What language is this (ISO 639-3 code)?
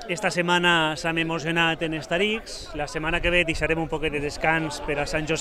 cat